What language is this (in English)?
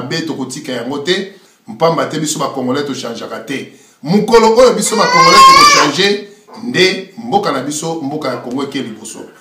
Lingala